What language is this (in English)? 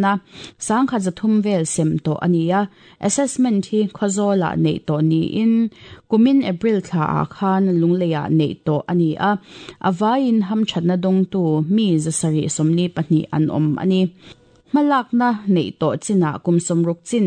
Mizo